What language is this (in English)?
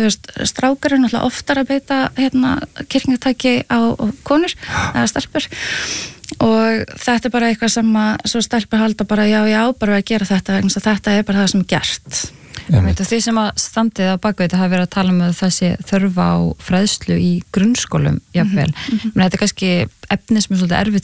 Icelandic